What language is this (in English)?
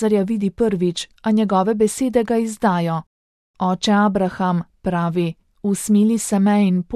Slovenian